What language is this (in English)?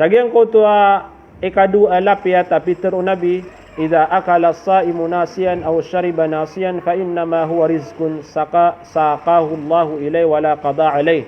Maranao